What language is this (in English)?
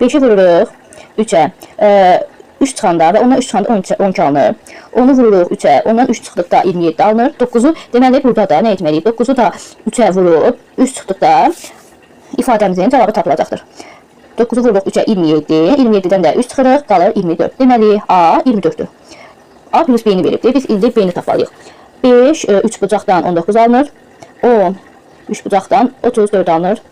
Azerbaijani